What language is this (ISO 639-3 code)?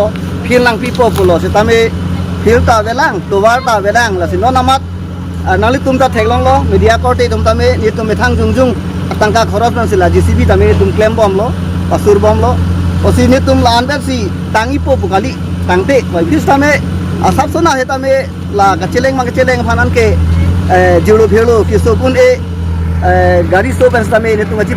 mjw